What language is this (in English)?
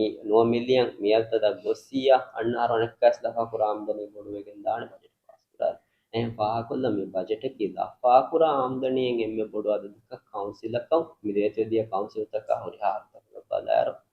Divehi